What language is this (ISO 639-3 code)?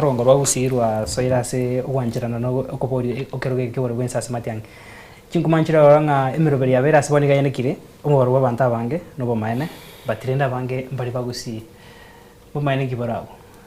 guz